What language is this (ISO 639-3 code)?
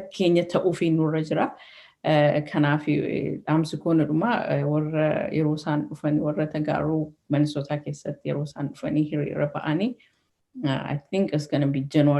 orm